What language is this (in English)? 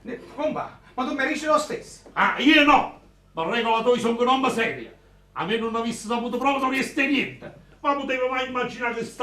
Neapolitan